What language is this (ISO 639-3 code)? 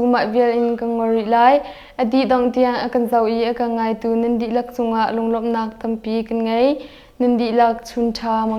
cnh